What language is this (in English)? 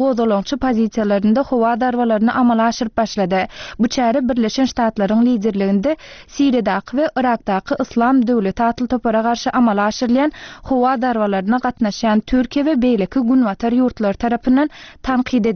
Turkmen